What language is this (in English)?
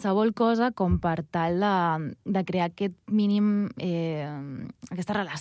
Catalan